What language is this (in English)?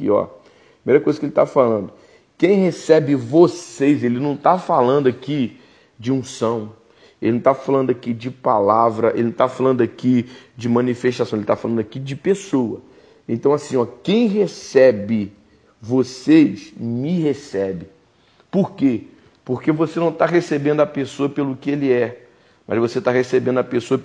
Portuguese